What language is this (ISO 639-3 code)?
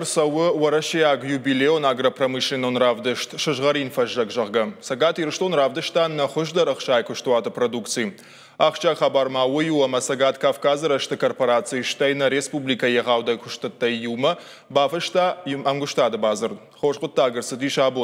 oss